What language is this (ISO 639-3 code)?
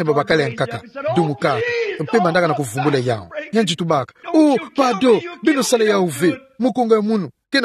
ktu